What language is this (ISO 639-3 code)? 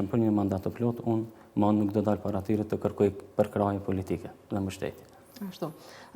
sqi